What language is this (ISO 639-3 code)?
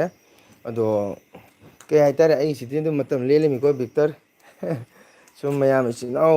mni